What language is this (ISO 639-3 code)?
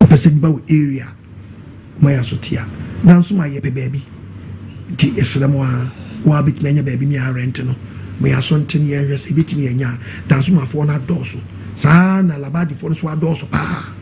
aka